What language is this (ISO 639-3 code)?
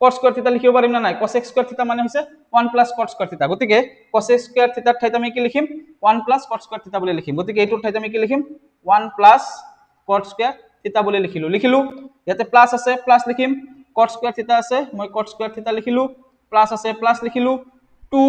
asm